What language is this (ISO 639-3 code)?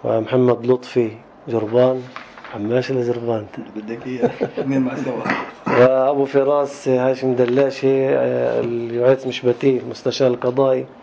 apc